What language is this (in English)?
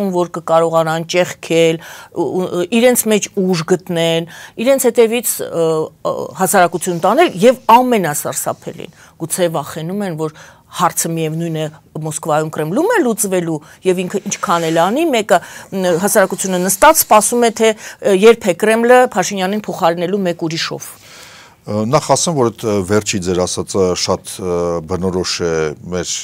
Armenian